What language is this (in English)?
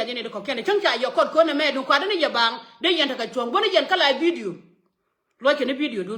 Nuer